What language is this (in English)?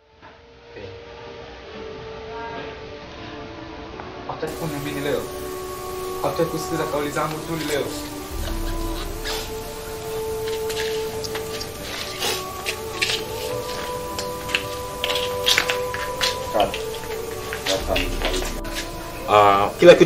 Swahili